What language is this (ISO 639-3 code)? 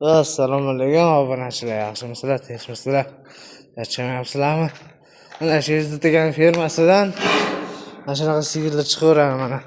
uzb